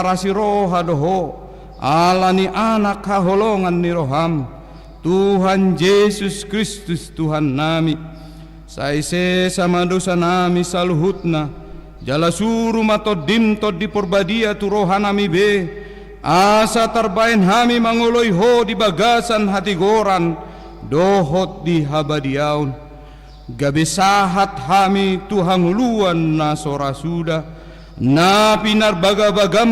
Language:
Batak Toba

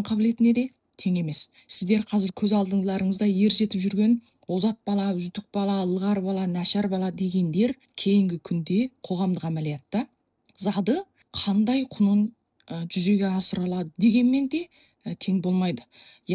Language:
Kazakh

